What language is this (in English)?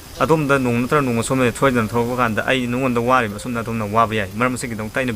Manipuri